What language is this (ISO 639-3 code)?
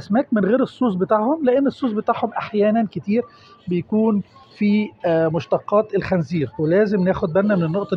arz